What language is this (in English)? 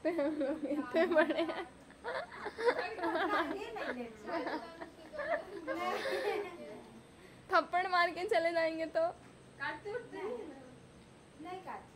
Hindi